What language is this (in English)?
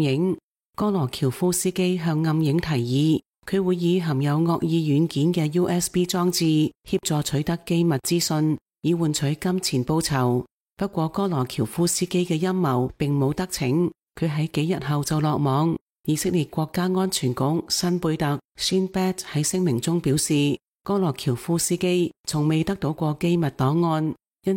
Cantonese